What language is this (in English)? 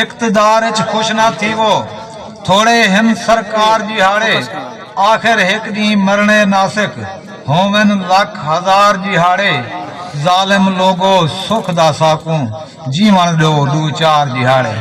Saraiki